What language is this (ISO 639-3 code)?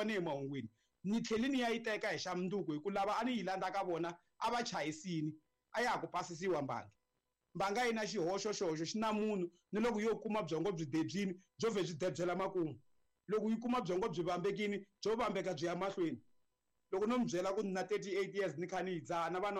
tso